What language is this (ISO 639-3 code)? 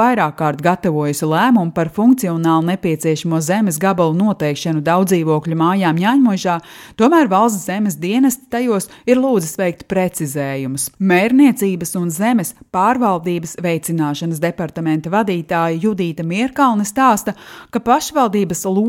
lav